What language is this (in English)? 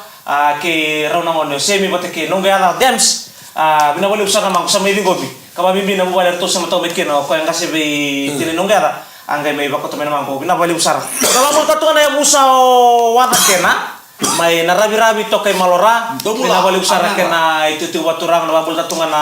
Fijian